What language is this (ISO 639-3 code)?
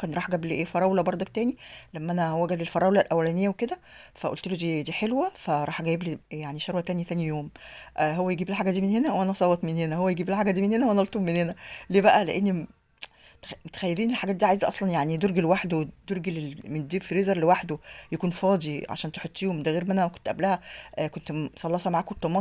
arz